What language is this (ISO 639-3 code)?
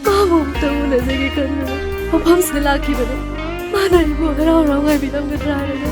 mni